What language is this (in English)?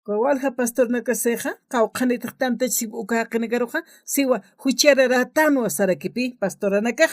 Aymara